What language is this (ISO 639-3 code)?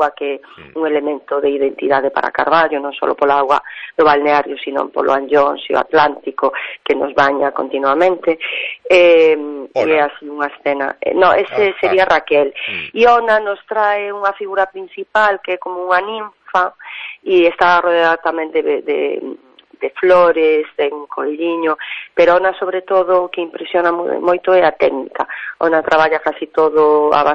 glg